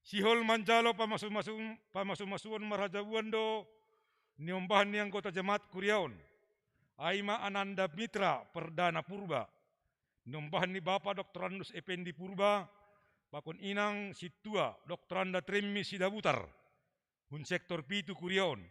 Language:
Batak Simalungun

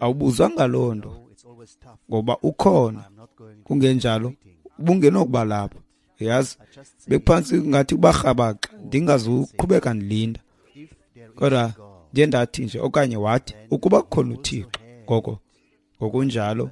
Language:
Xhosa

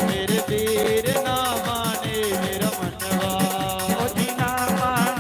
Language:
Dogri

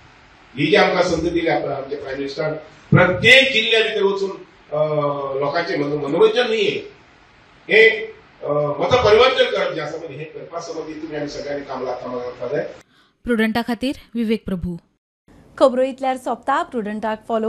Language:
Konkani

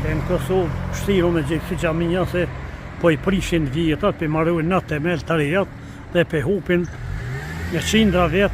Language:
Albanian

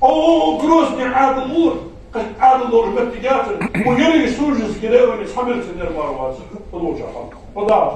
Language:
Ingush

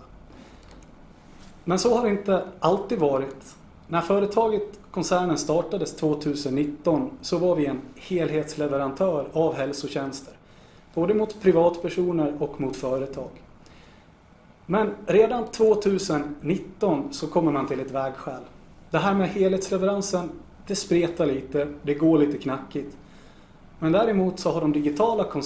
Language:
Swedish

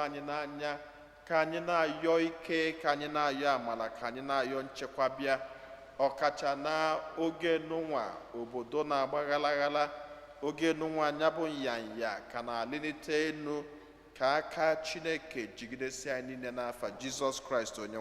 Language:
Igbo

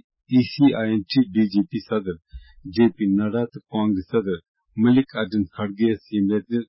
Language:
Kashmiri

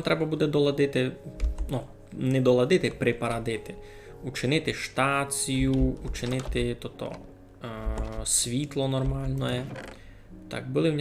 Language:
Rusyn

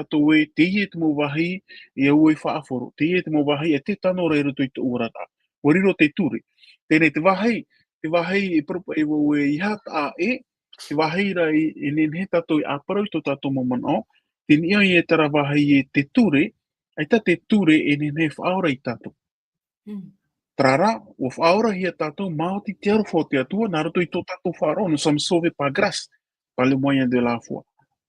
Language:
Tahitian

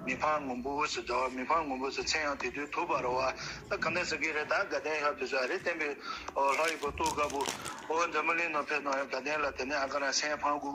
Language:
Tibetan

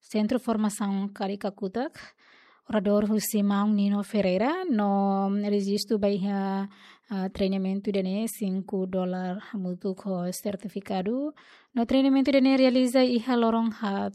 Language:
Tetum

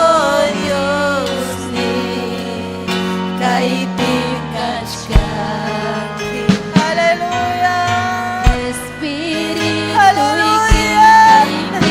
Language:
Ayacucho Quechua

